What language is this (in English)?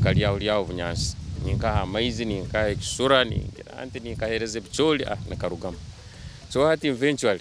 Nyankole